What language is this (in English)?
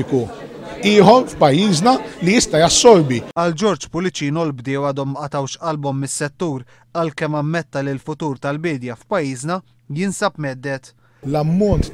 Maltese